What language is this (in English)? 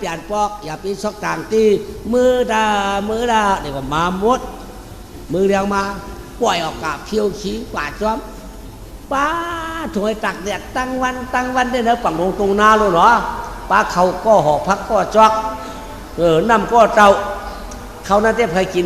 Shan